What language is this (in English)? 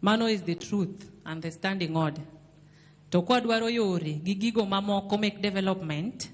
Luo (Kenya and Tanzania)